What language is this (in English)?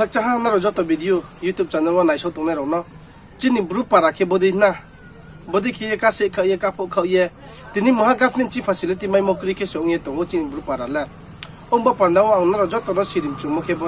Riang (India)